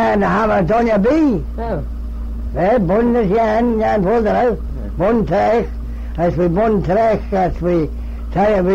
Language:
Manx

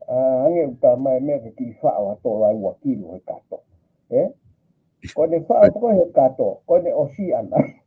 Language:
Tongan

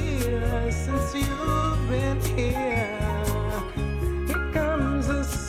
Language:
Icelandic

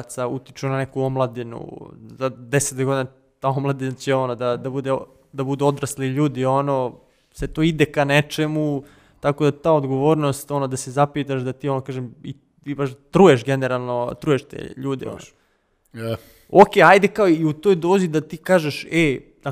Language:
Serbian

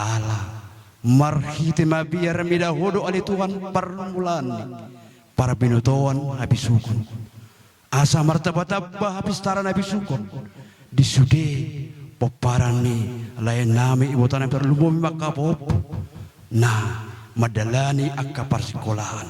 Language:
Batak Toba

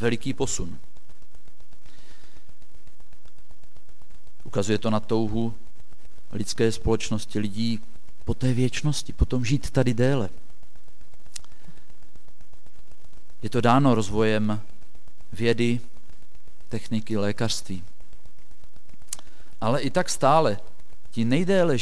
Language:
Czech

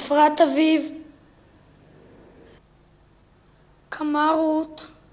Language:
Hebrew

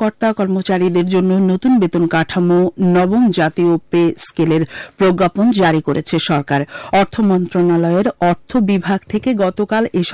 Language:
Bangla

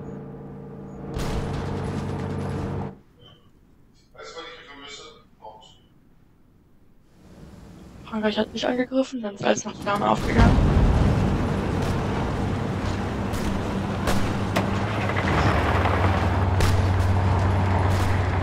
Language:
German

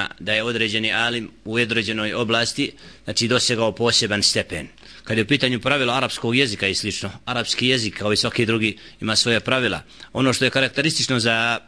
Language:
Bosnian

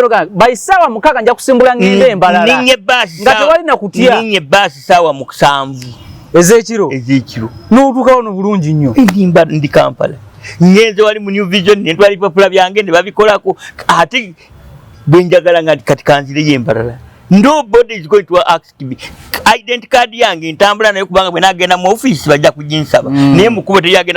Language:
Ganda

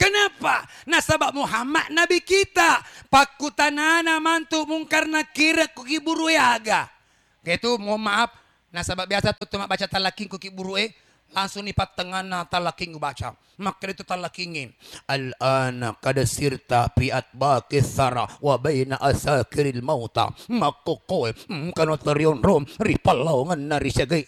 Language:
Buginese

